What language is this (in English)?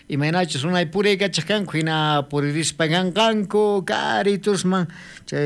South Bolivian Quechua